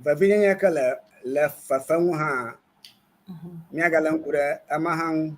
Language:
Ewe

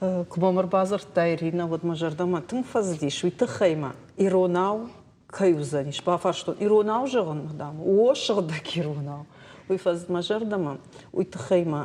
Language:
Ossetic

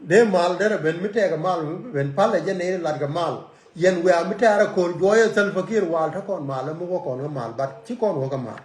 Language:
Nuer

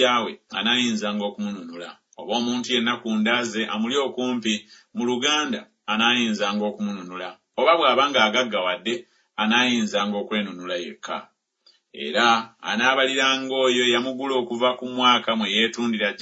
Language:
Ganda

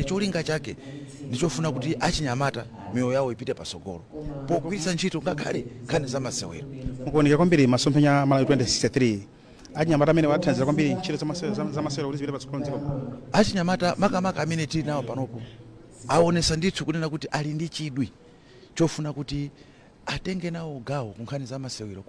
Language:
Nyanja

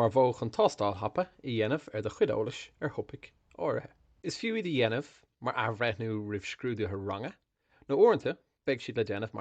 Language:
Irish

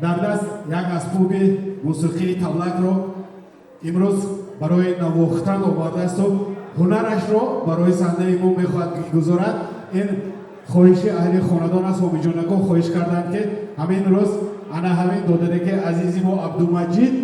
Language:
Tajik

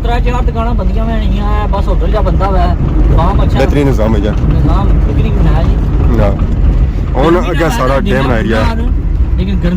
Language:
Pahari-Potwari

